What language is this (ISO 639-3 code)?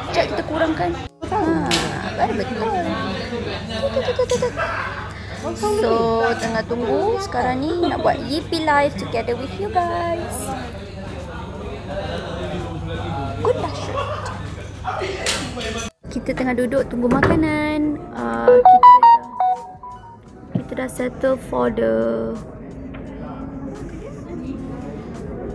msa